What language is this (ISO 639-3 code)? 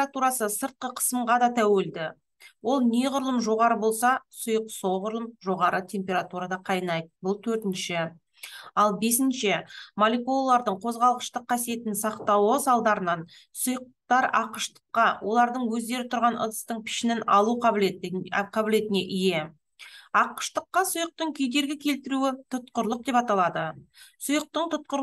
kaz